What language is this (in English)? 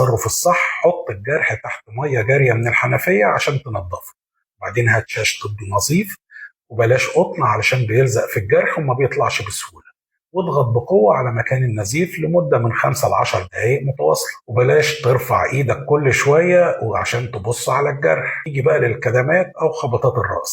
Egyptian Arabic